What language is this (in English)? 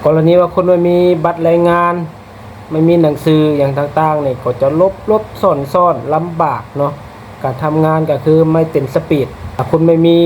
Lao